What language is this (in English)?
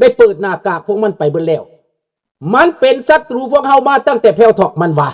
Lao